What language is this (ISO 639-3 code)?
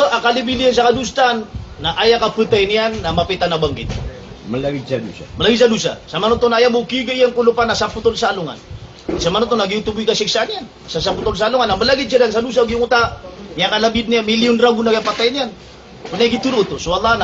mrw